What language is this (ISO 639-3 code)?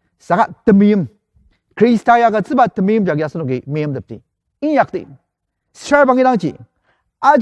njo